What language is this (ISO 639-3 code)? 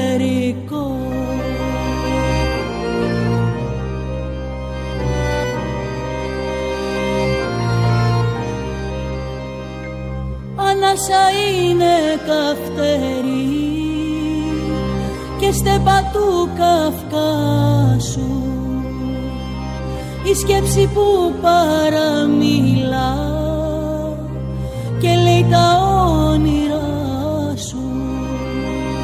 ell